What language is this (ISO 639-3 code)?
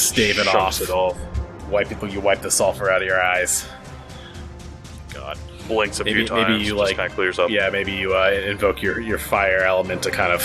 eng